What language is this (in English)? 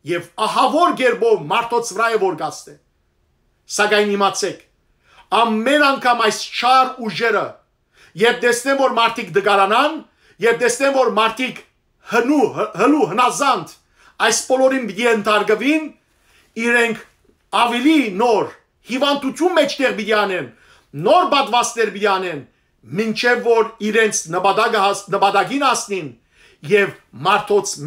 Western Armenian